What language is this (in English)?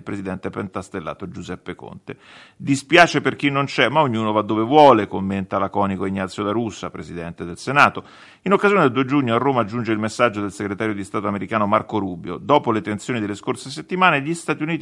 Italian